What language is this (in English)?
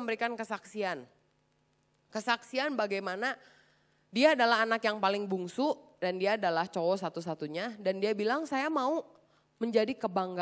Indonesian